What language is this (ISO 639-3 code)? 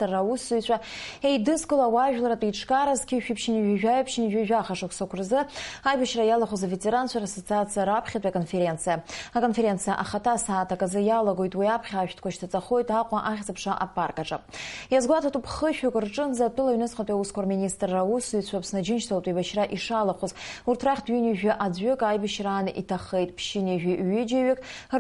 abk